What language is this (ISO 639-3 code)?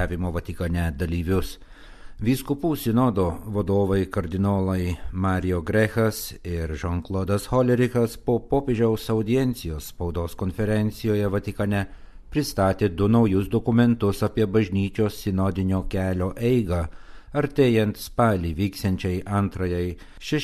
lit